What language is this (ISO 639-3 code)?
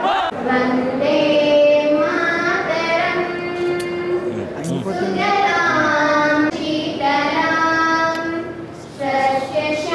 tel